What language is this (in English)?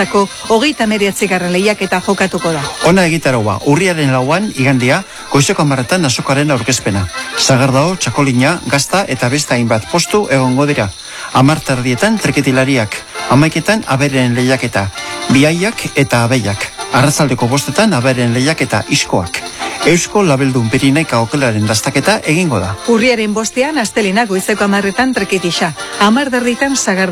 Basque